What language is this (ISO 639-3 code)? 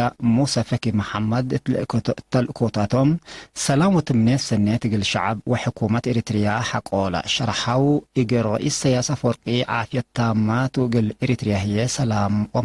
tig